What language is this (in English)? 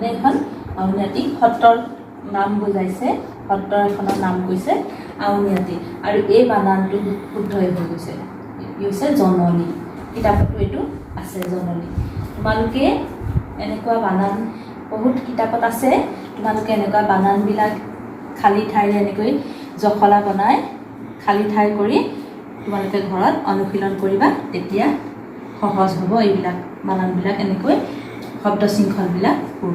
Assamese